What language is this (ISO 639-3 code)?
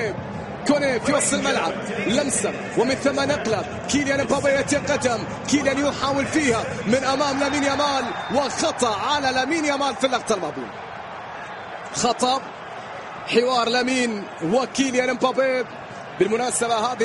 ara